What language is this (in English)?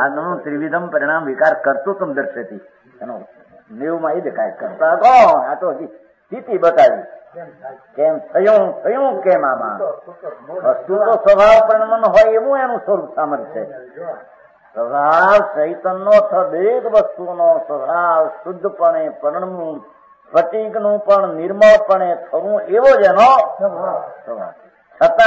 Gujarati